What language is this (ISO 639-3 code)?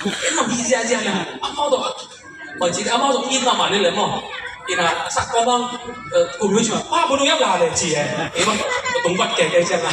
ctd